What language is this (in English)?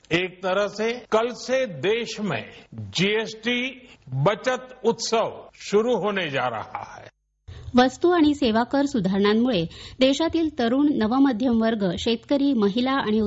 Marathi